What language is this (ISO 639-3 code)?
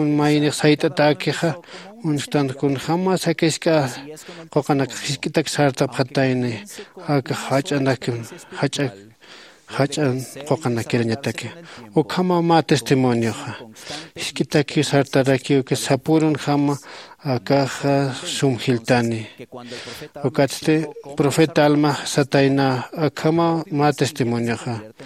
aym